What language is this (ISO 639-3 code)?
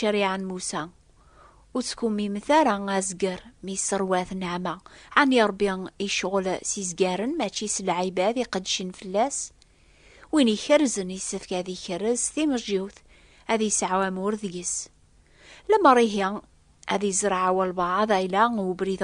kab